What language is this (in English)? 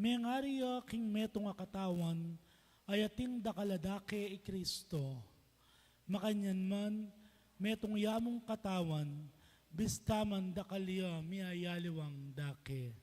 Pampanga